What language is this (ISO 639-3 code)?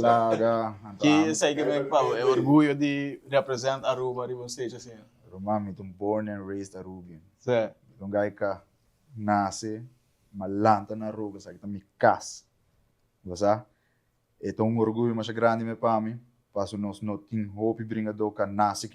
pap